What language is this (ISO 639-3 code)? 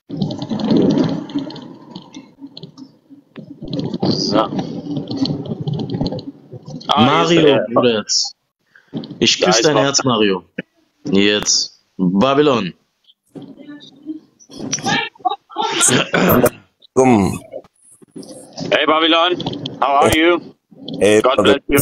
deu